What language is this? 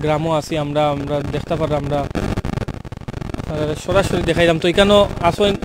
Sylheti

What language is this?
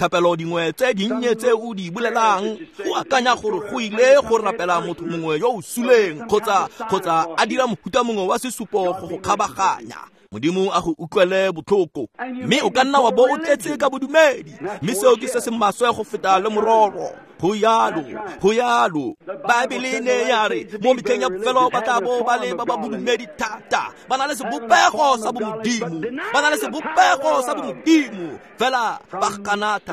Tswana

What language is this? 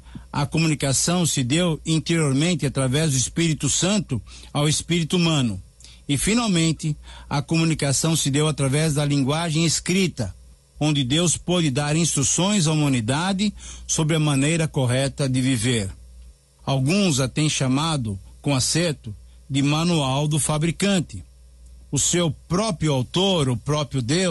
Portuguese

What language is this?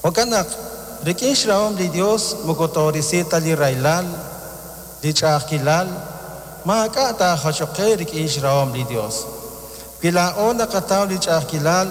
Kekchí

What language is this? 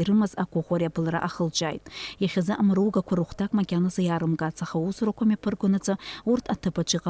Abkhazian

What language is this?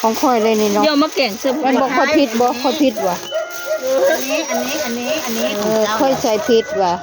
Northeastern Thai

